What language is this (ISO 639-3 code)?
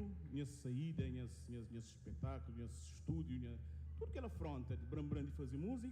kea